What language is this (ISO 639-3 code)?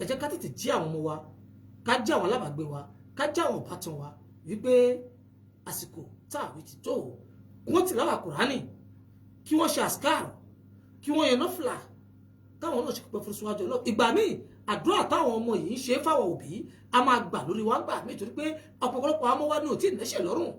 yor